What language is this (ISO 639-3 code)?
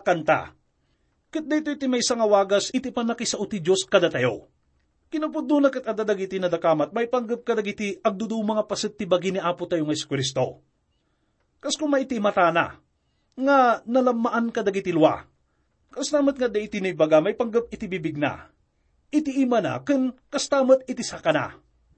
ilo